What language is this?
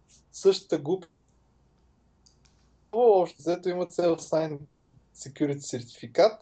Bulgarian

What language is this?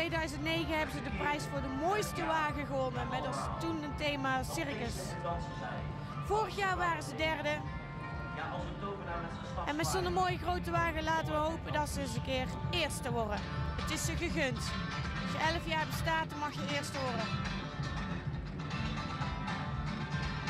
Dutch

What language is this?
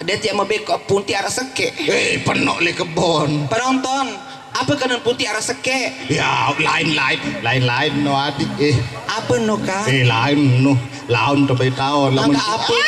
Sasak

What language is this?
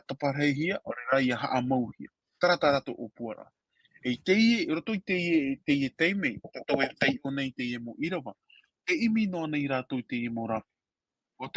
Tahitian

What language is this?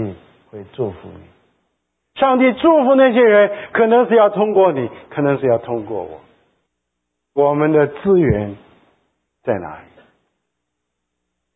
Chinese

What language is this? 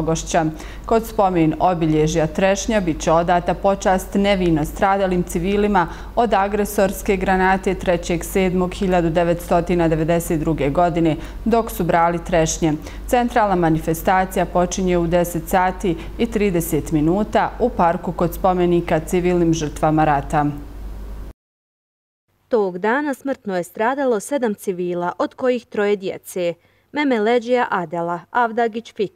Bosnian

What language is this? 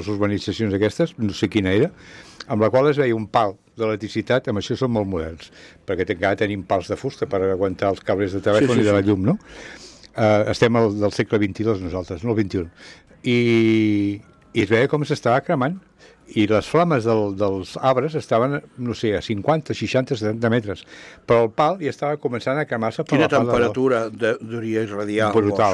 Catalan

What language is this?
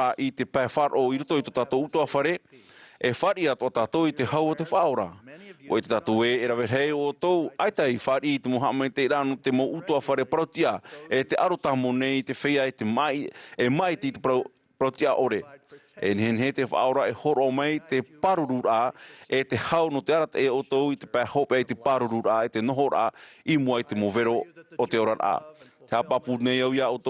Tahitian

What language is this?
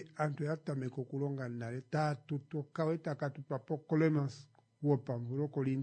Kuanyama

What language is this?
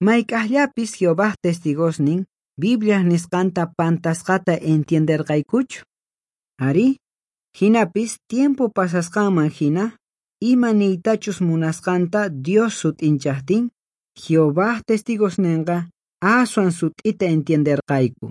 Quechua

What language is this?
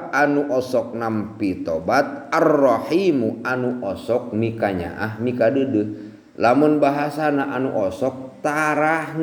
Sundanese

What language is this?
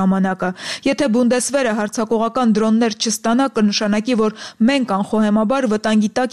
Armenian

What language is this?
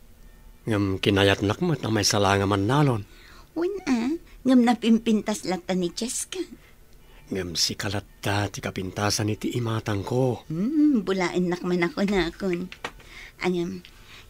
Iloko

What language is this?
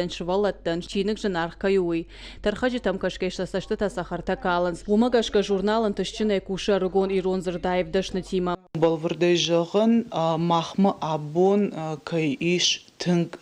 Ossetic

